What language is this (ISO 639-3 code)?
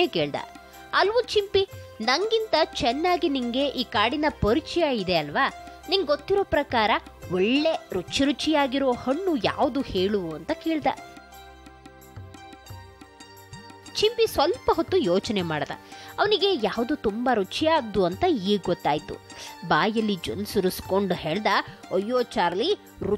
kan